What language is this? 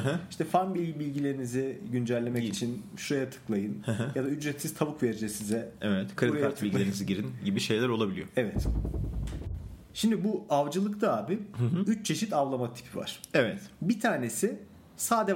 Turkish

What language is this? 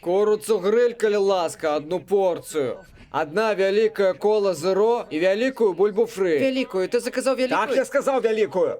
Belarusian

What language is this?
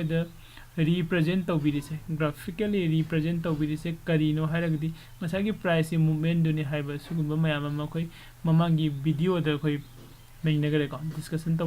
Manipuri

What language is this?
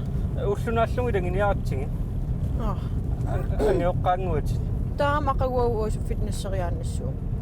Kalaallisut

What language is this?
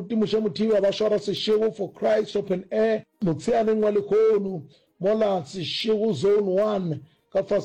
Northern Sotho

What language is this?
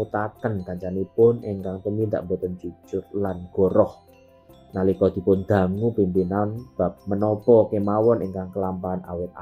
Javanese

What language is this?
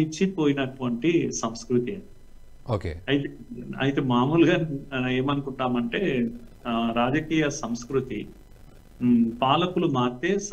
Telugu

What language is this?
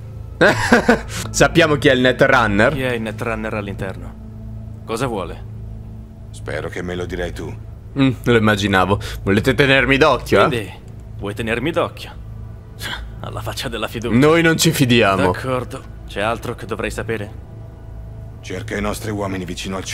Italian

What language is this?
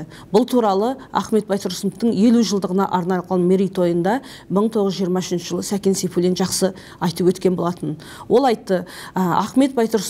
Kazakh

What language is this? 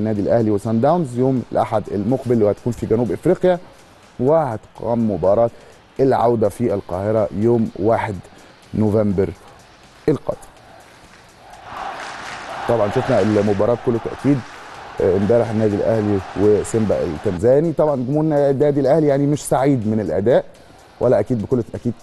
Egyptian Arabic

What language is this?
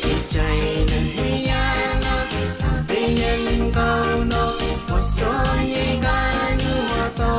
Pohnpeian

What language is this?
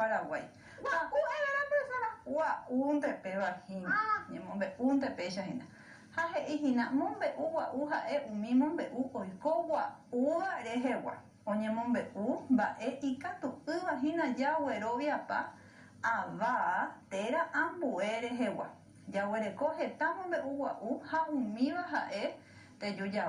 Guarani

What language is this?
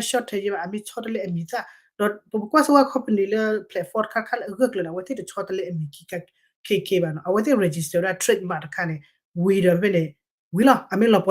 S'gaw Karen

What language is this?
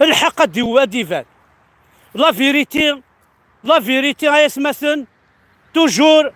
Kabyle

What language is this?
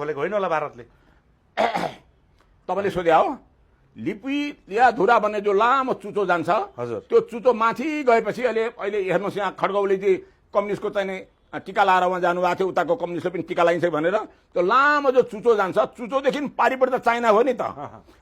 Nepali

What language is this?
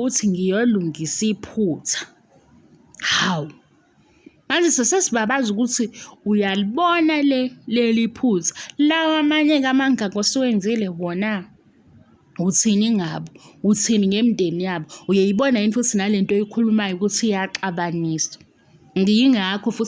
Zulu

